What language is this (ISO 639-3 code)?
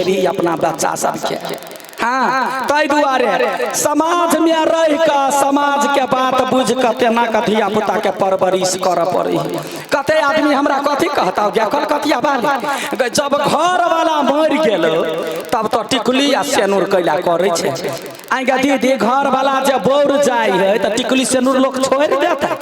mai